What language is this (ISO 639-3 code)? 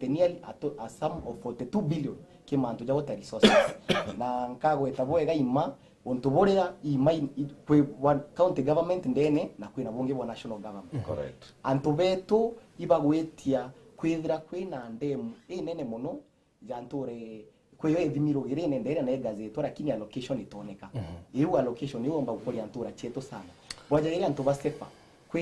mer